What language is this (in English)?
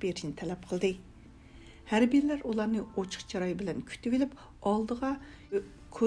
Uyghur